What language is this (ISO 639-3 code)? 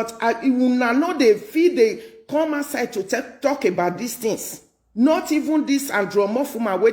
pcm